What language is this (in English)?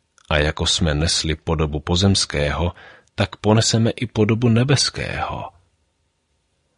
Czech